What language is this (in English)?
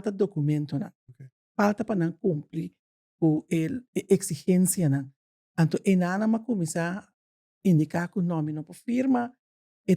Papiamento